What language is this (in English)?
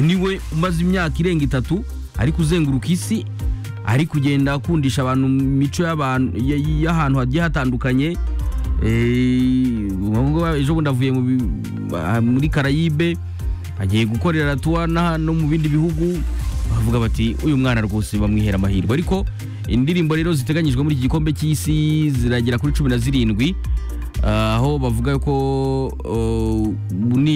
Kinyarwanda